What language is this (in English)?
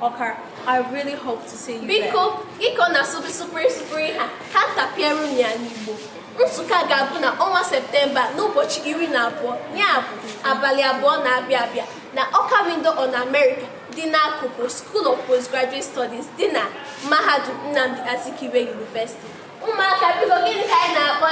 Igbo